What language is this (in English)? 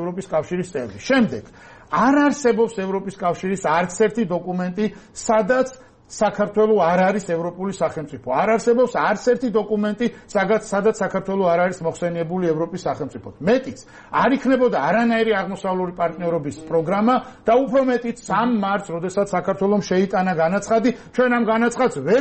Georgian